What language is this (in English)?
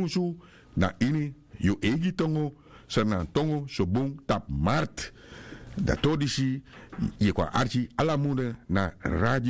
Sranan Tongo